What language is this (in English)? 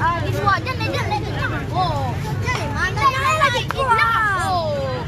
Minangkabau